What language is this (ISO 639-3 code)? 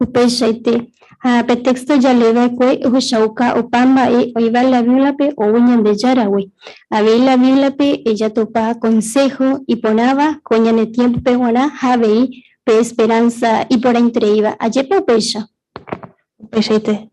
grn